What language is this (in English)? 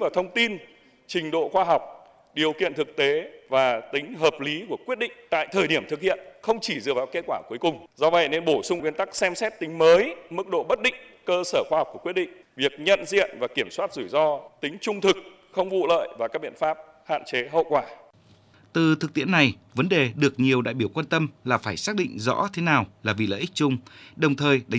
Vietnamese